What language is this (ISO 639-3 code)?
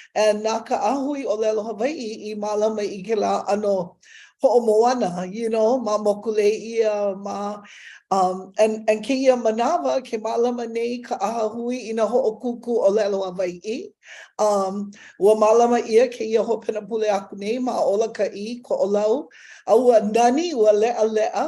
haw